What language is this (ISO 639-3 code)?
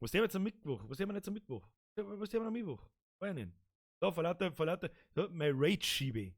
bar